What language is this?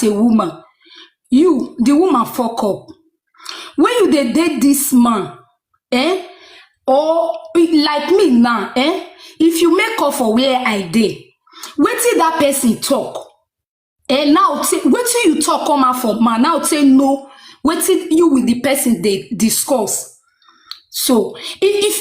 Nigerian Pidgin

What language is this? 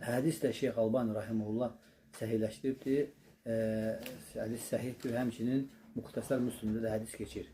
Azerbaijani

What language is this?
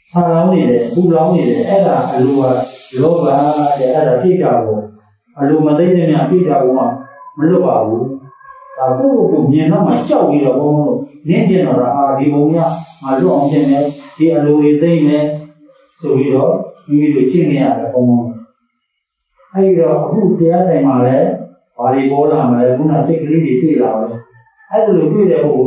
Burmese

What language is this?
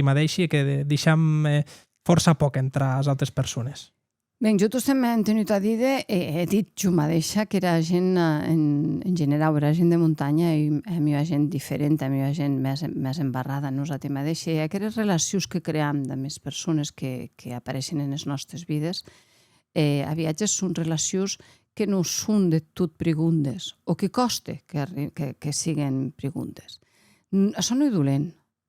Occitan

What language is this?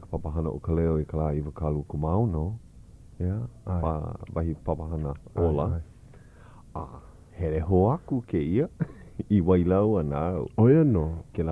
Hawaiian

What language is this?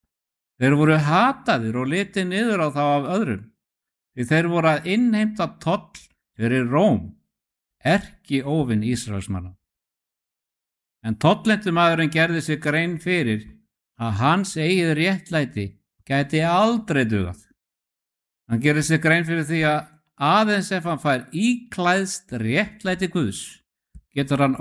Icelandic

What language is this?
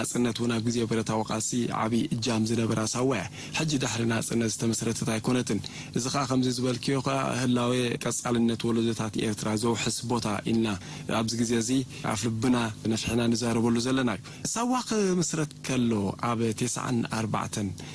Tigrinya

